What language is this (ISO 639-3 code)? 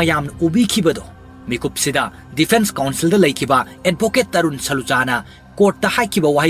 mni